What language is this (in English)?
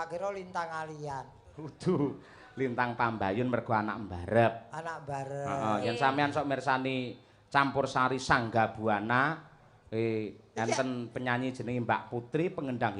Javanese